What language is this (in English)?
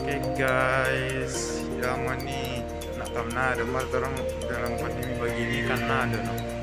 Manado Malay